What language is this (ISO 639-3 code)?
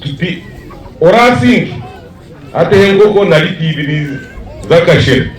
nyn